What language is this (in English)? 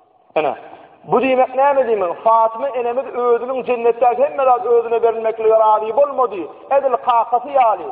Turkmen